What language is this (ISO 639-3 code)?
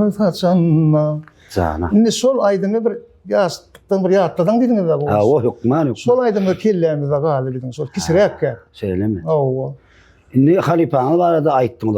tuk